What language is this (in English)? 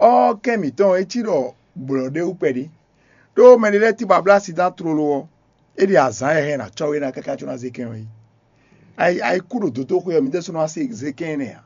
Fon